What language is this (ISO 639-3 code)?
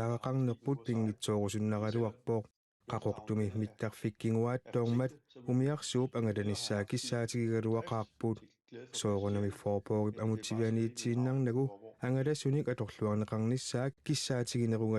kal